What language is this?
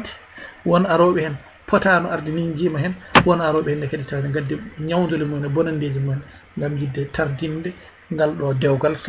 Fula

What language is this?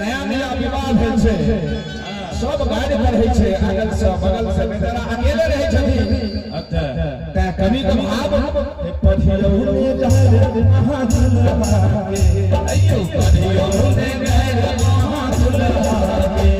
Maithili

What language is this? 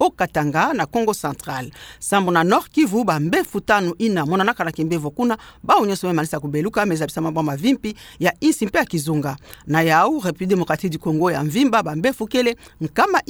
Kituba (Democratic Republic of Congo)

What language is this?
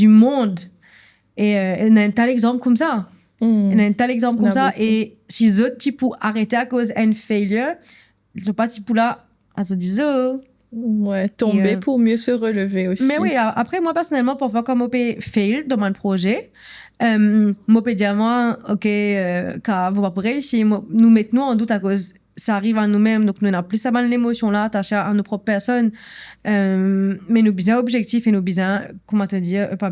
Morisyen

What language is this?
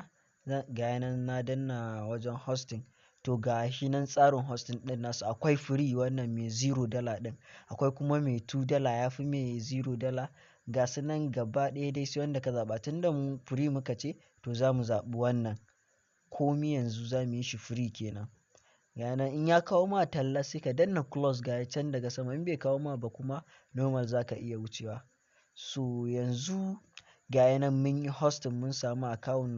Hausa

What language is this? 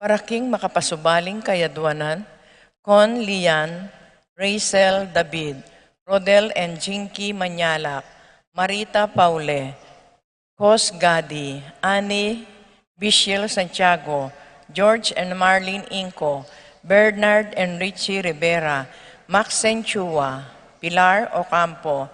Pampanga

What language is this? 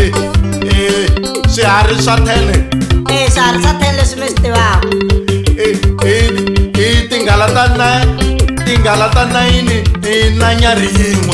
Tsonga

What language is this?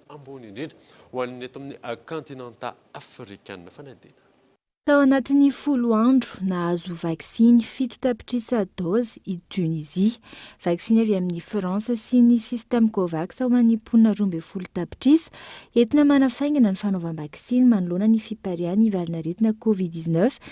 Malagasy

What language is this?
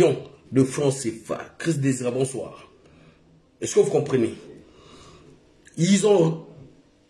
French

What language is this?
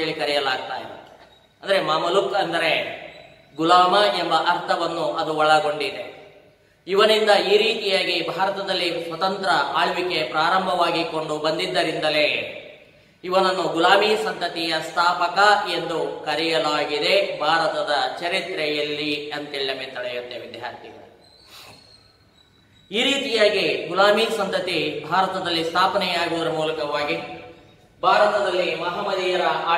Kannada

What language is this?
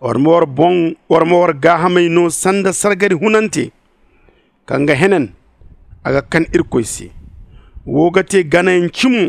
Zarma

